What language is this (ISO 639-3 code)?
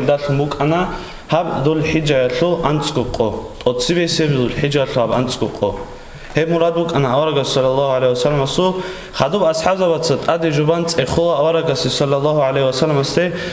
ava